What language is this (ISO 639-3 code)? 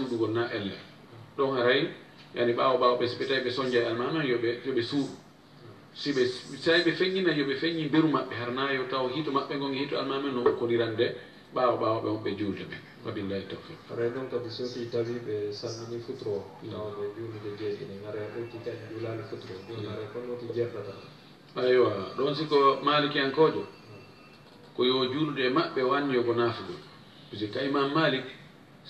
ful